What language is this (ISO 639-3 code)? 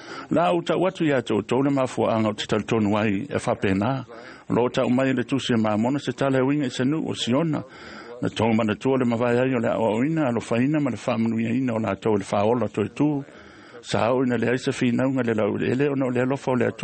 smo